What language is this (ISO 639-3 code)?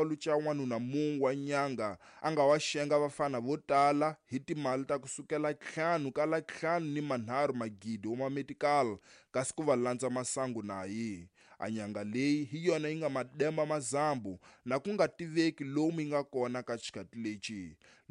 tso